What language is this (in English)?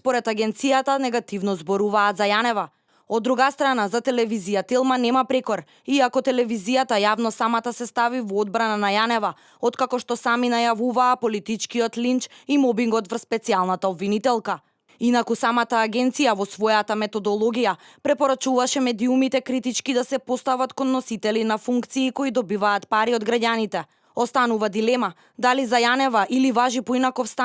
Macedonian